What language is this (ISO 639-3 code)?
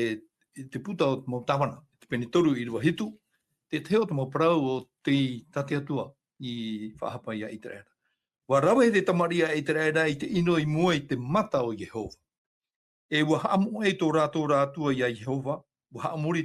tah